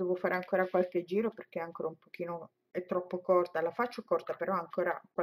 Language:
Italian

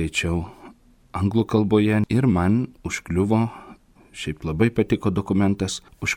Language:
Lithuanian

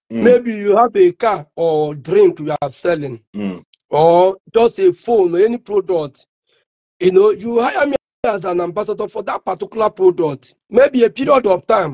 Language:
Igbo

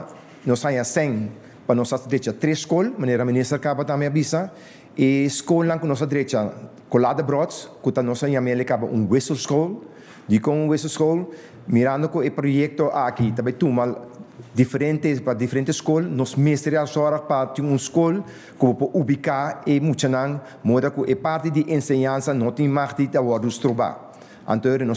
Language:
Papiamento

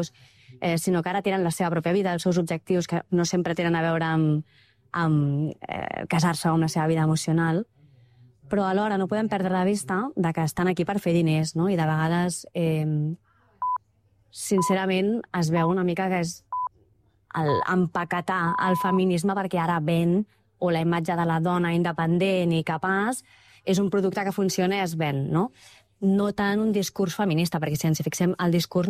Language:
Catalan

